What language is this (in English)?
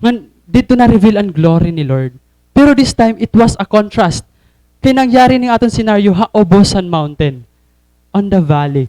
Waray